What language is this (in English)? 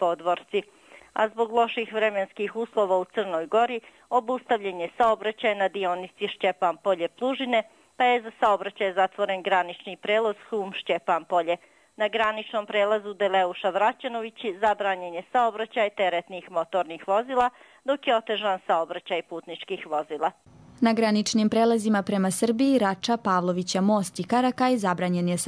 Croatian